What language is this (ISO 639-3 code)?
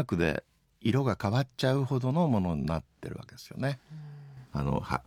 jpn